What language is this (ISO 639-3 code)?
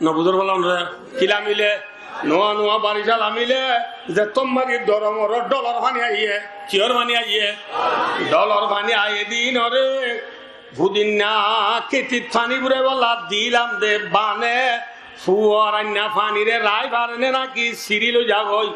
rhg